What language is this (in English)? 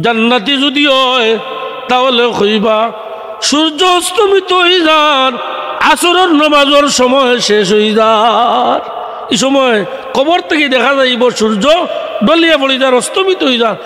Sylheti